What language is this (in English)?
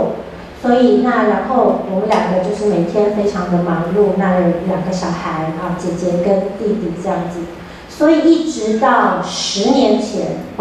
Chinese